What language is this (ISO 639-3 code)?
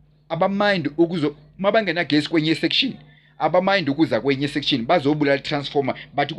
zul